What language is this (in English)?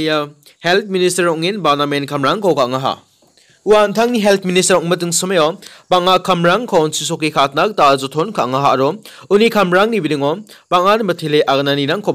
Garo